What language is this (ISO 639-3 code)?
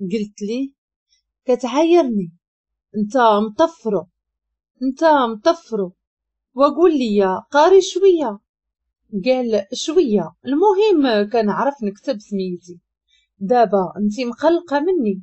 ary